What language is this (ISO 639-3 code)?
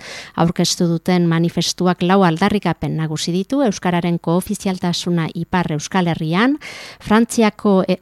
eus